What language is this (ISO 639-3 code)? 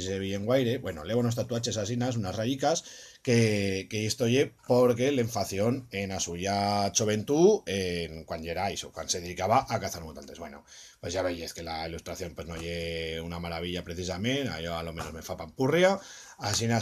arg